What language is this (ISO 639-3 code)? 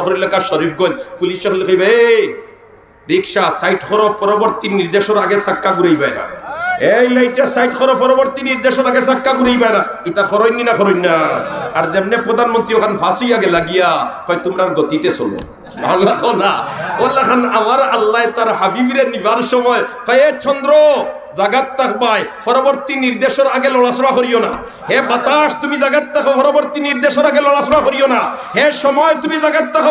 syl